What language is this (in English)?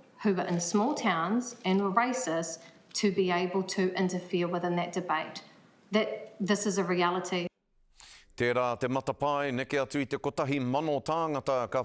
Māori